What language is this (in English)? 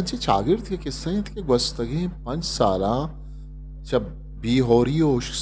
Eastern Balochi